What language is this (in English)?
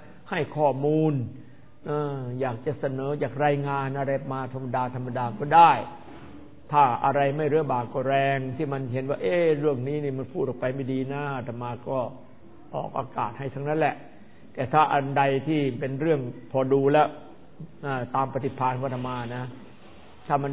Thai